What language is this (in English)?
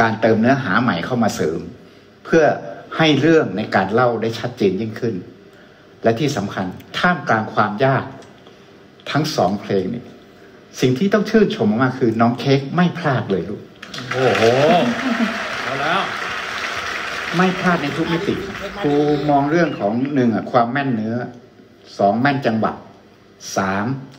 Thai